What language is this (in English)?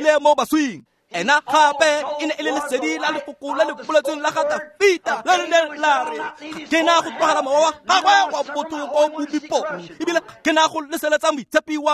Tswana